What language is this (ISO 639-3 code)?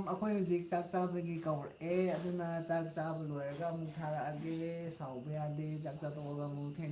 mni